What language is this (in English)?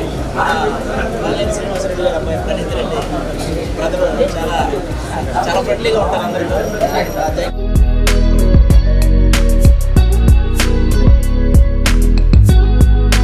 Telugu